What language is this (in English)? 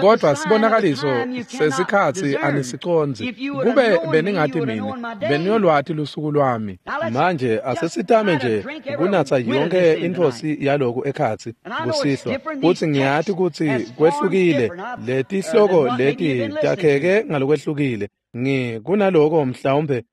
Swati